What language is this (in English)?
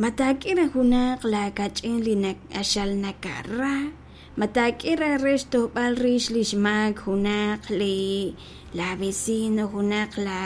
Kekchí